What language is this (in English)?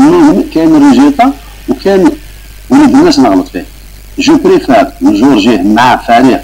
Algerian Arabic